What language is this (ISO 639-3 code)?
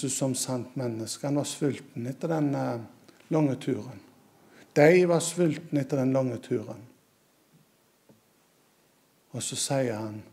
nor